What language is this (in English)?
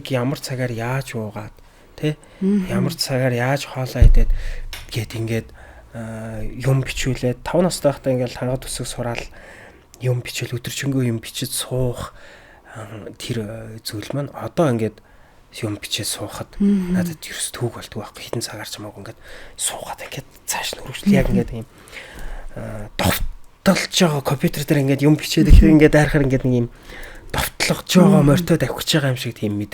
Mongolian